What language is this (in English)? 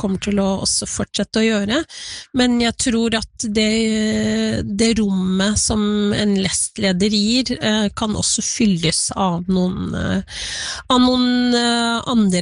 Norwegian